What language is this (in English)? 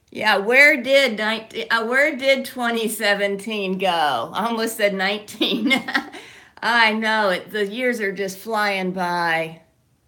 English